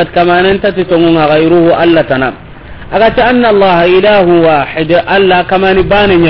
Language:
Soninke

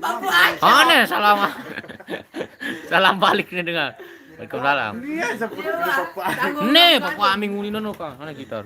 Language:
Sasak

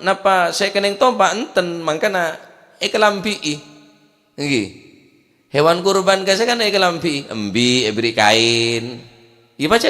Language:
Madurese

